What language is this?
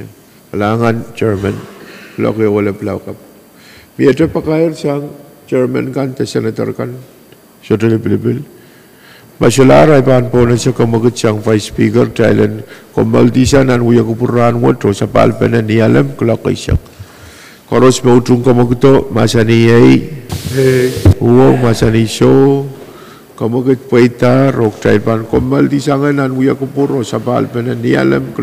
Pohnpeian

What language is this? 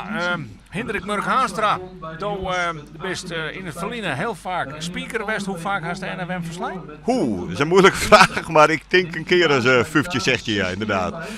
Western Frisian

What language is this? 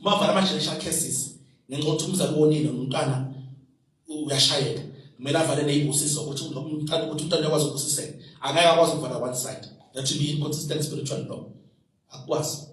Zulu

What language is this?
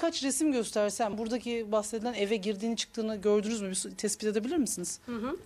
Turkish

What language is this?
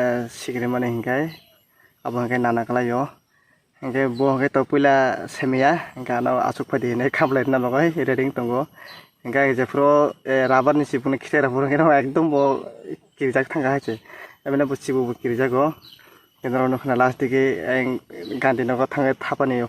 Kok Borok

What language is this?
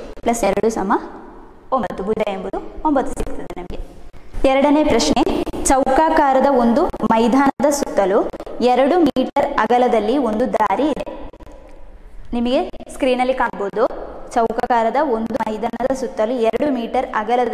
Kannada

